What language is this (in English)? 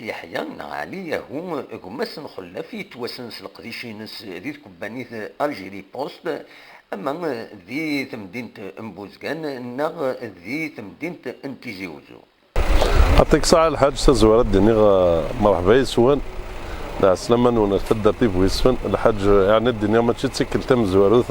Kabyle